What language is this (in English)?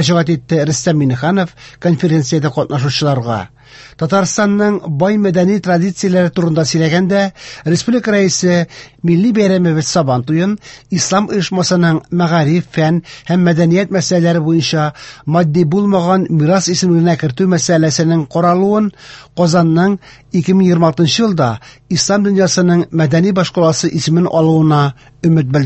Tatar